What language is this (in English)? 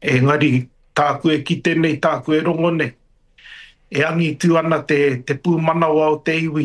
Māori